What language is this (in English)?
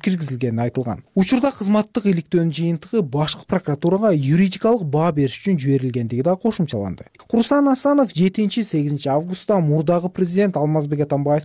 Kyrgyz